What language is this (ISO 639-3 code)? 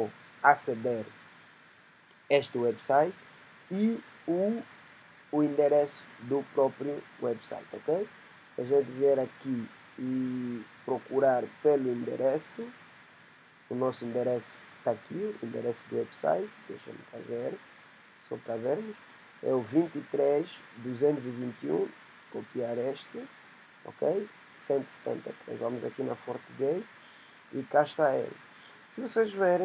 por